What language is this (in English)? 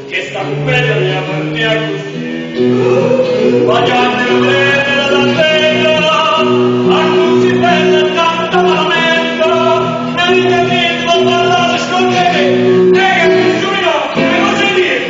Neapolitan